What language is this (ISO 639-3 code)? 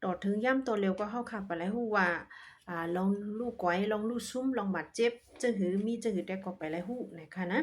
shn